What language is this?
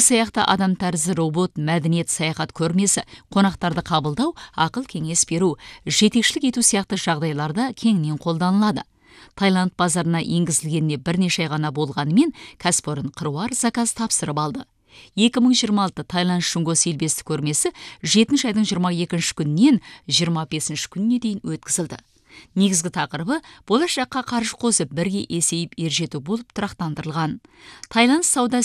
Kazakh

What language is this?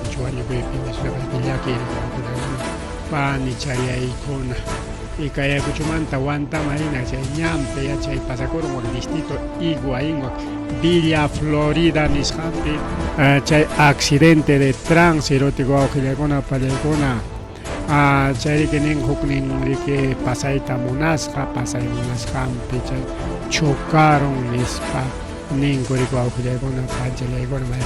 Ayacucho Quechua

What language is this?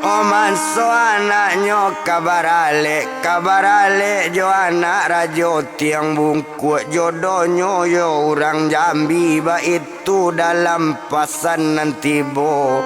Minangkabau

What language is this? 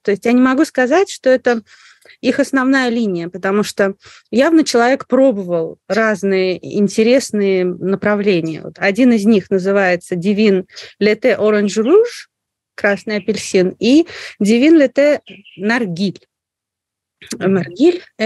Russian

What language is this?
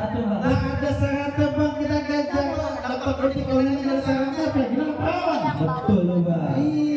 Betawi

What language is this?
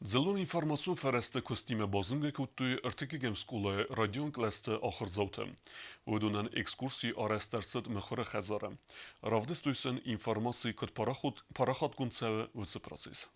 Ossetic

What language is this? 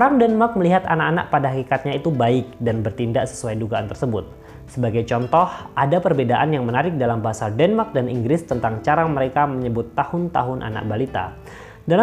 Indonesian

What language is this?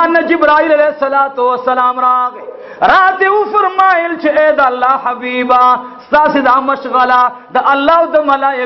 Pashto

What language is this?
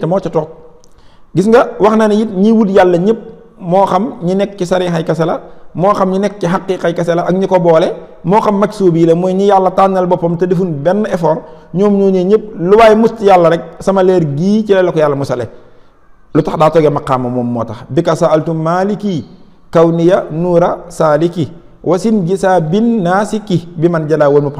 Wolof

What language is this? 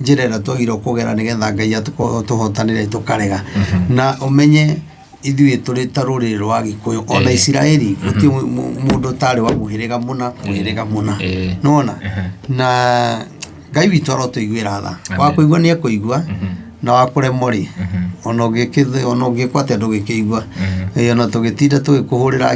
Kikuyu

